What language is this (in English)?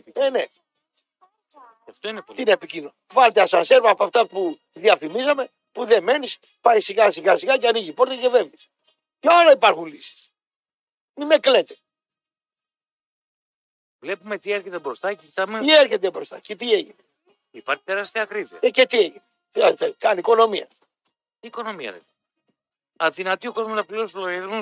Greek